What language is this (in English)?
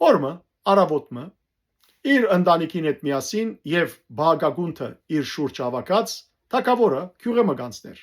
Western Armenian